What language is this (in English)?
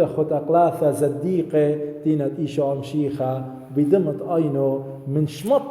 Assyrian Neo-Aramaic